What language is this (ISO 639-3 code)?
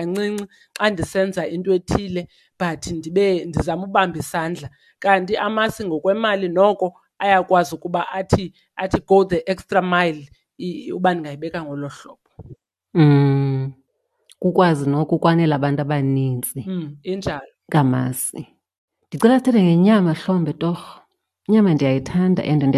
xho